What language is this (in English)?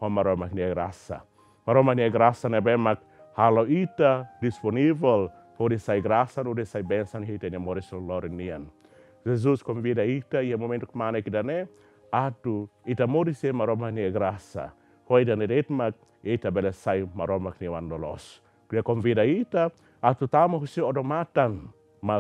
Tetum